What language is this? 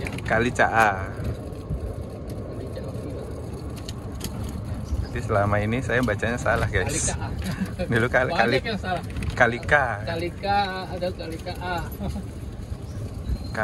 Indonesian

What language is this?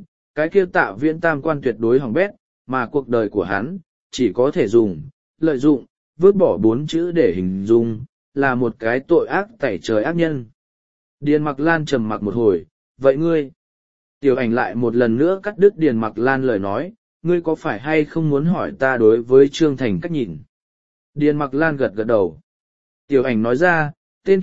Vietnamese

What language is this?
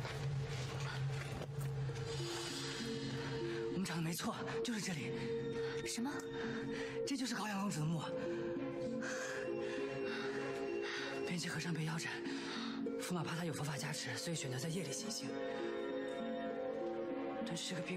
Chinese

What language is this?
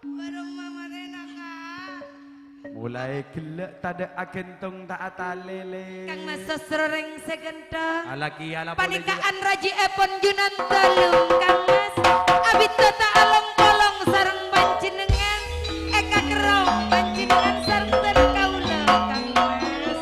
Madurese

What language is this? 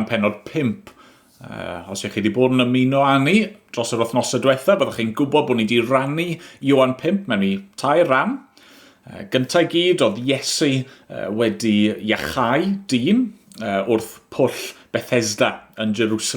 Welsh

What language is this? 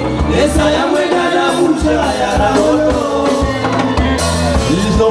Swahili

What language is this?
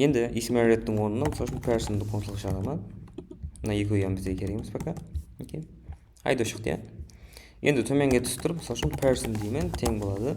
Kara-Kalpak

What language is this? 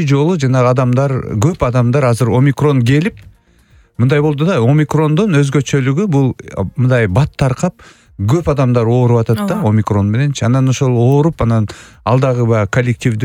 Kyrgyz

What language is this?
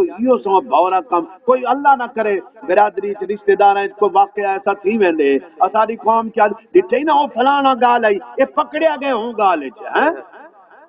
Saraiki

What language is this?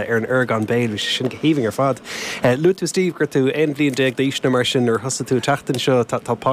Irish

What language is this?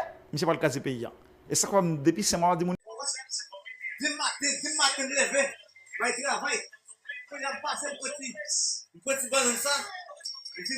Haitian Creole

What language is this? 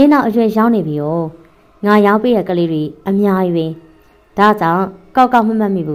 Burmese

